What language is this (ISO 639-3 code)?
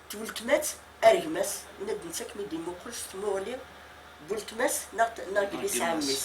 kab